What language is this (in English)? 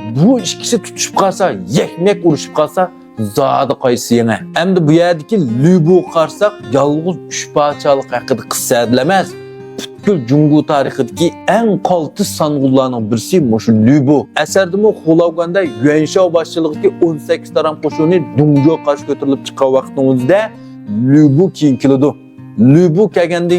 Uyghur